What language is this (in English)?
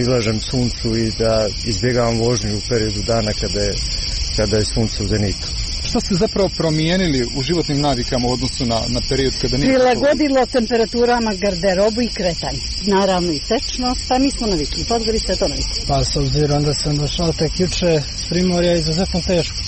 Serbian